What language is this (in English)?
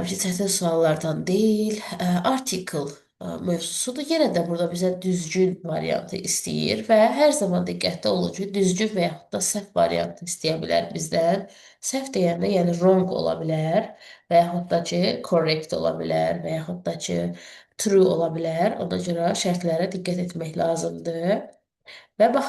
Azerbaijani